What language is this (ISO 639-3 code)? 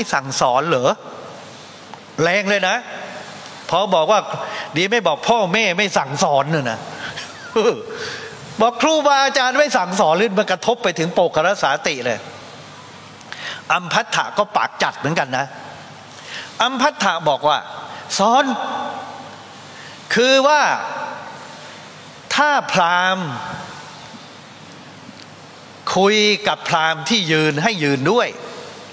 tha